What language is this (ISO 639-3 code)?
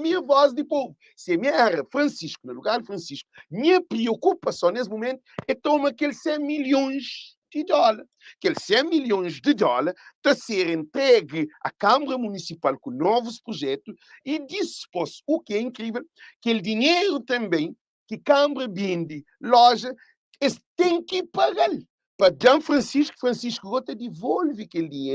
kea